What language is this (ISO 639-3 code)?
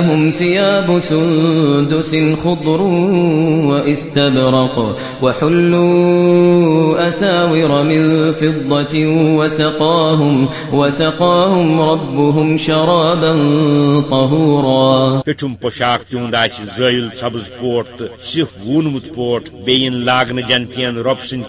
kas